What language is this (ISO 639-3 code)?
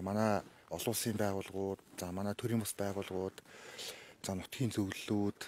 mon